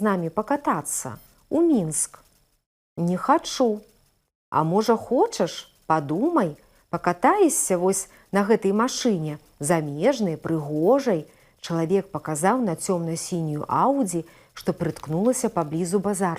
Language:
Belarusian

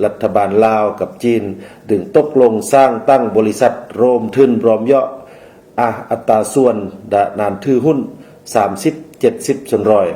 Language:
Lao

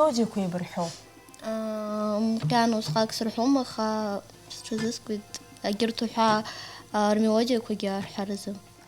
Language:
Abkhazian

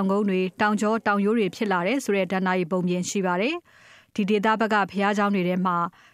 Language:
Burmese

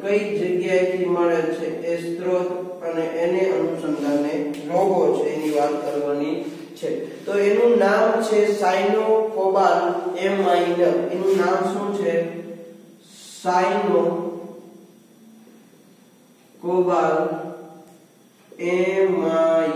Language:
Gujarati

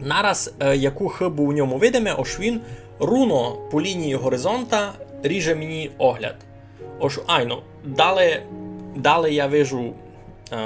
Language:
Rusyn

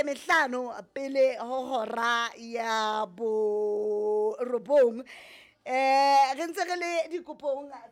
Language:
Southern Sotho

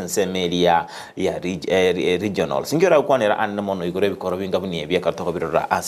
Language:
Gusii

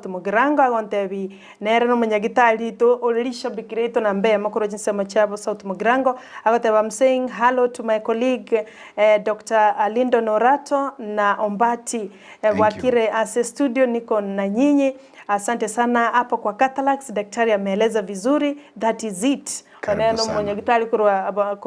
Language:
Gusii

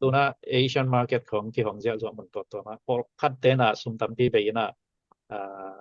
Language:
Tedim Chin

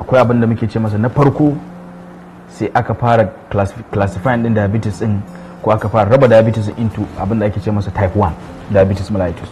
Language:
Hausa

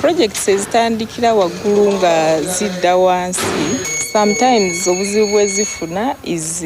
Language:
Ganda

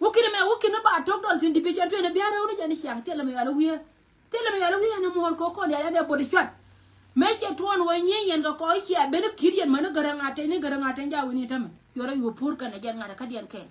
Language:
Nuer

